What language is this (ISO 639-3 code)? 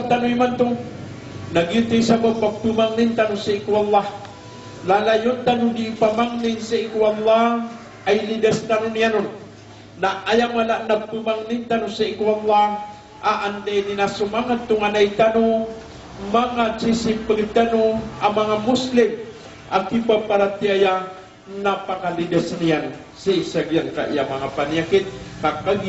mrw